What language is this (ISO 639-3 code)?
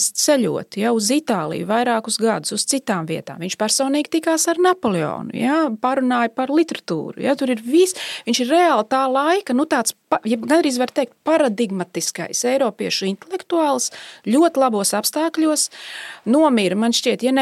lav